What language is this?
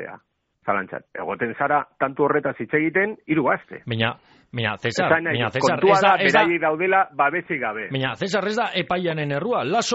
Basque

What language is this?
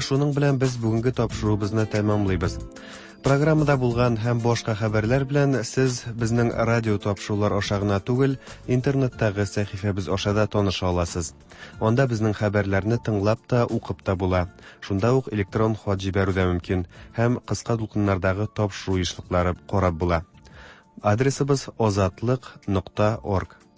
Tatar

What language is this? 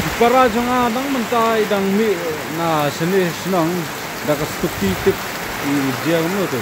Khasi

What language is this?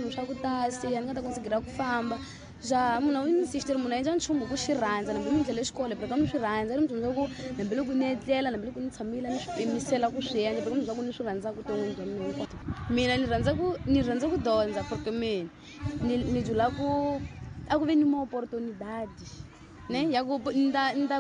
Tsonga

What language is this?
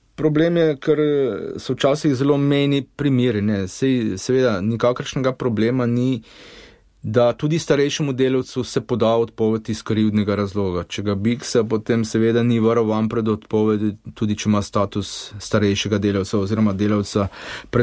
Slovenian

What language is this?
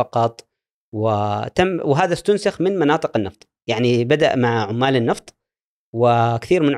Gulf Arabic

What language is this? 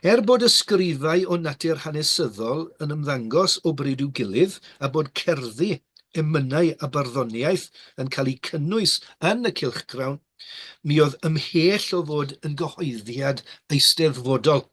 Welsh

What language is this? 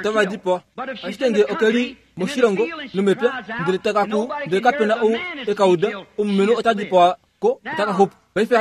Kuanyama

